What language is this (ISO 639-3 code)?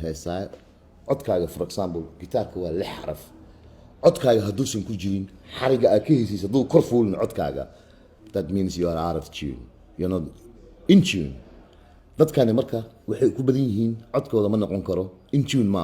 som